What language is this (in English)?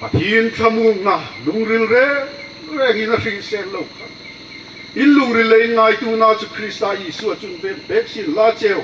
Hmar